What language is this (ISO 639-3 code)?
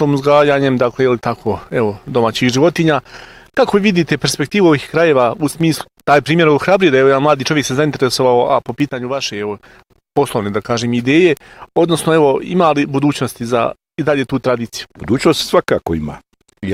bos